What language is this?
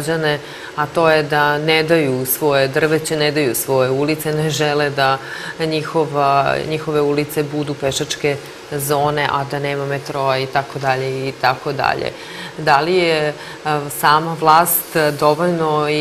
Serbian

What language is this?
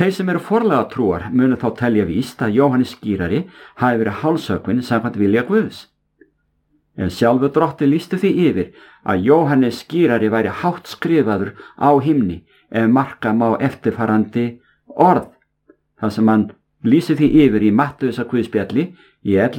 Icelandic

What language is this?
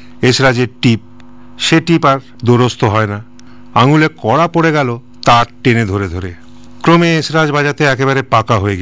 Bangla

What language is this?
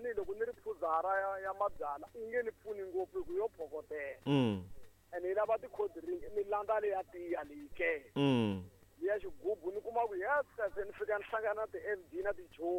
Tsonga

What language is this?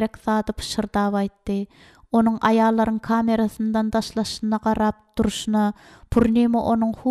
Turkmen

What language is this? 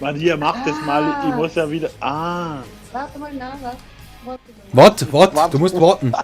Bavarian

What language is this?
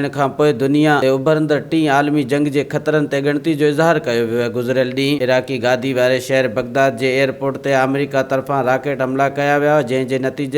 Sindhi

